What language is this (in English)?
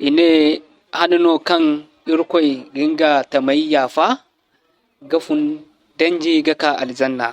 Zarma